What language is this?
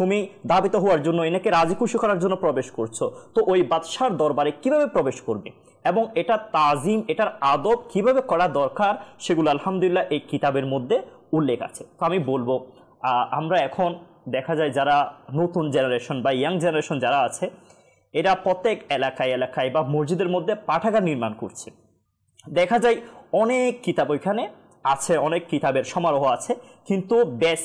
Bangla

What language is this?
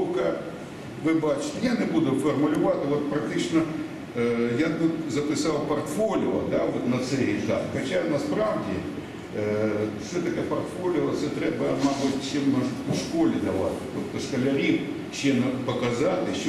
Ukrainian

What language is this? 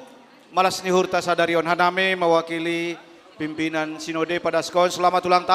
Batak Simalungun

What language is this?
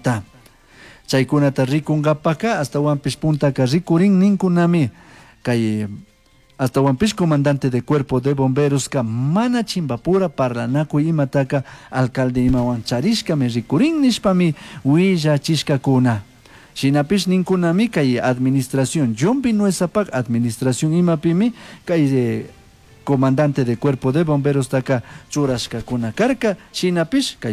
Chimborazo Highland Quichua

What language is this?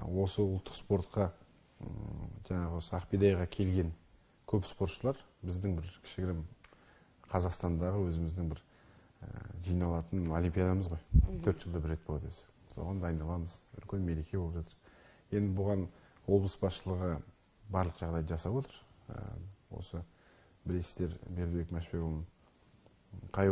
Kazakh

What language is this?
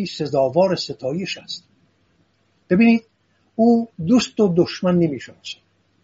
Persian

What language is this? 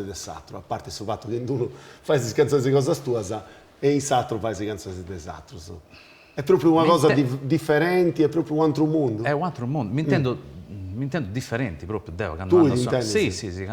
Sardinian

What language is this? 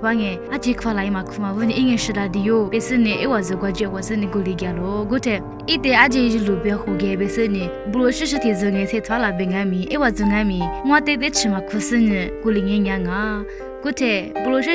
Lisu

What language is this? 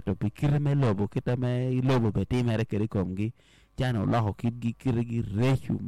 Acoli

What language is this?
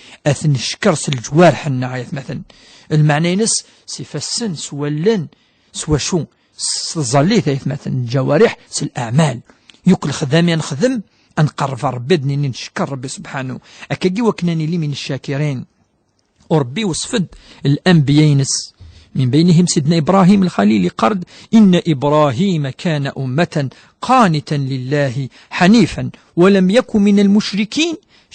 Kabyle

